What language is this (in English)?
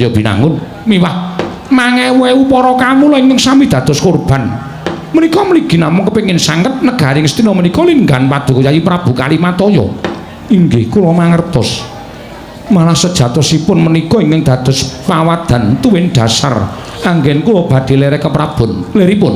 Javanese